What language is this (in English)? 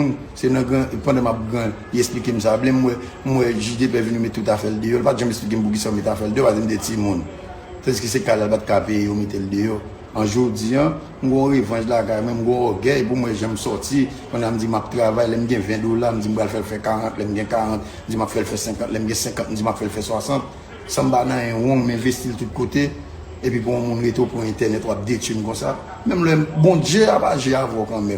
Haitian Creole